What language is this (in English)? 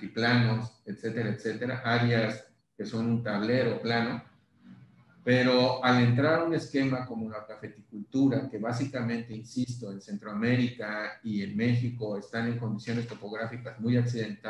Spanish